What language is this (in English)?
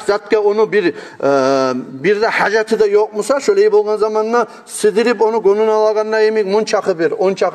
Kumyk